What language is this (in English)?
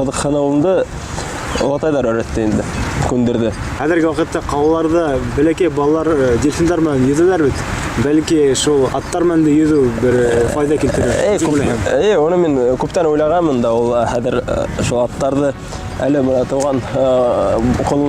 Bashkir